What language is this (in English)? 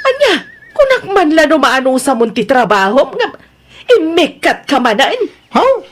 Iloko